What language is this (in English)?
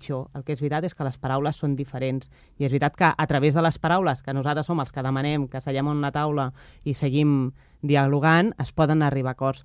Catalan